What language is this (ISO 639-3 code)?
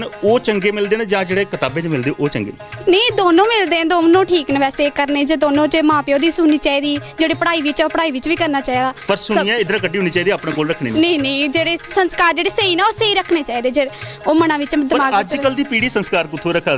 doi